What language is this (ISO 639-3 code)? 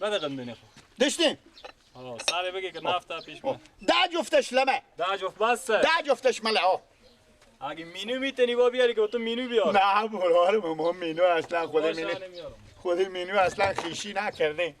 fas